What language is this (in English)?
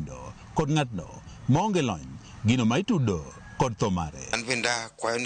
Luo (Kenya and Tanzania)